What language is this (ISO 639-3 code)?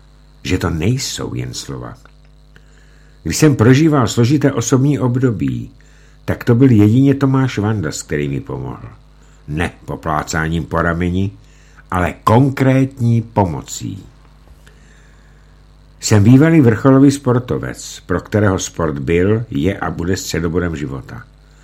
ces